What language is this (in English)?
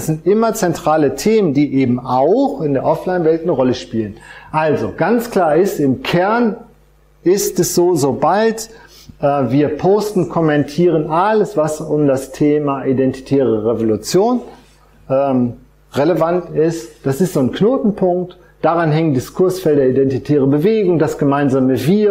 German